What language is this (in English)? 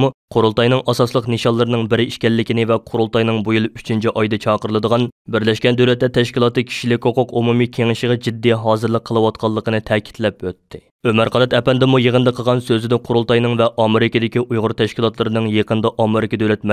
Uyghur